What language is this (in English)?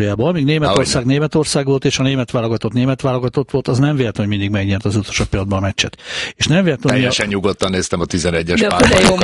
Hungarian